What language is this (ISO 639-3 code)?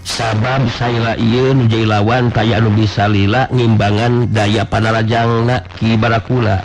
sun